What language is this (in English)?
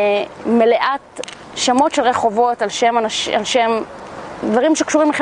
Hebrew